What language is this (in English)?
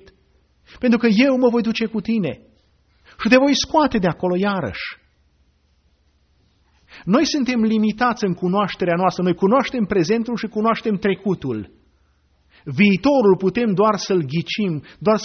Romanian